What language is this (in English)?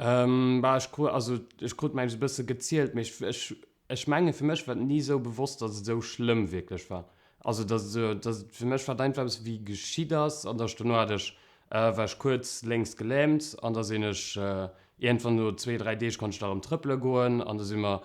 Luxembourgish